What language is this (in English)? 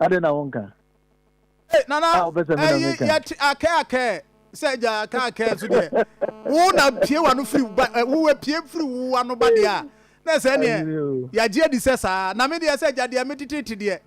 Akan